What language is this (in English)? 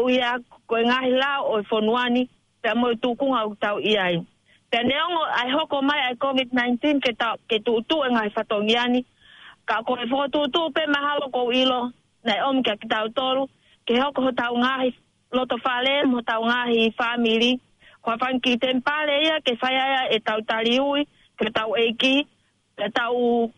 Tongan